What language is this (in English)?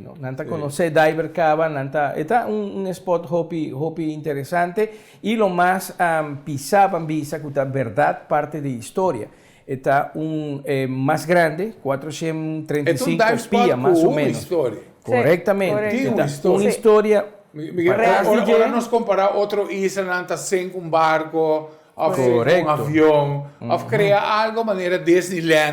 Papiamento